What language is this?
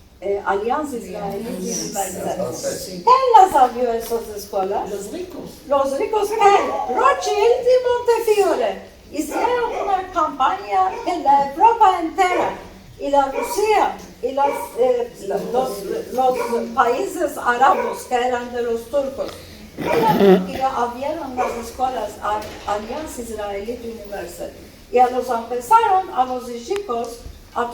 Ladino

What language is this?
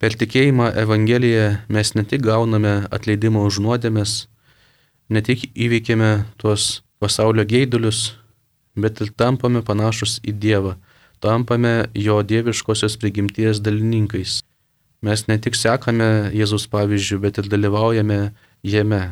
Lithuanian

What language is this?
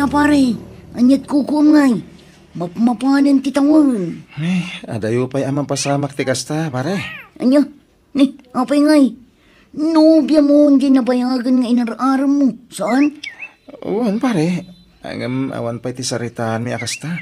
Iloko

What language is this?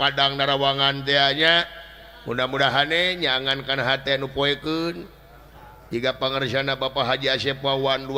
Sundanese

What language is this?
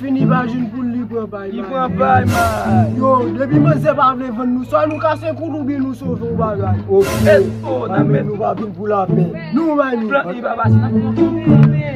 Haitian Creole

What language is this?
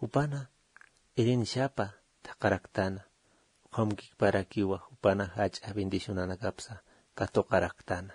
Aymara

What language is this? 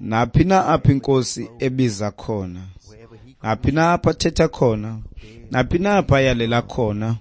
Xhosa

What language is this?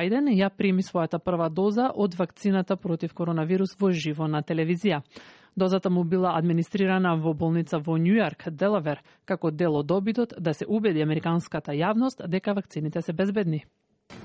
Macedonian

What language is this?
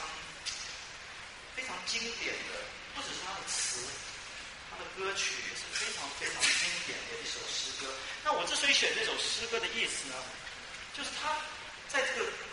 Chinese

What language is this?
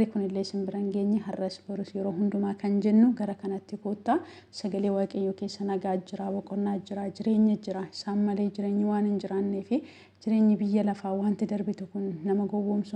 Oromo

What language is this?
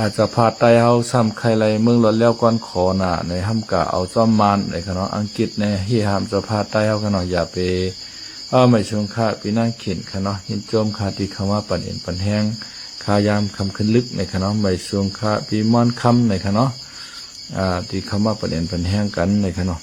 Shan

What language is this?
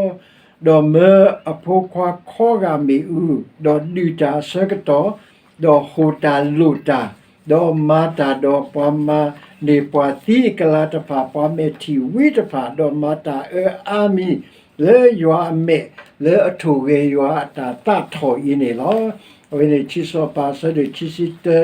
S'gaw Karen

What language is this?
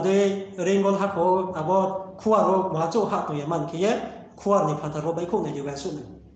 Riang (India)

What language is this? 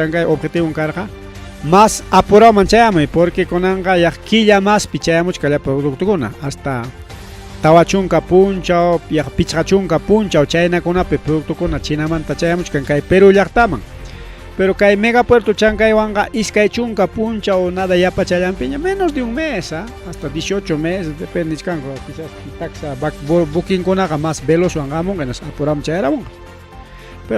Ayacucho Quechua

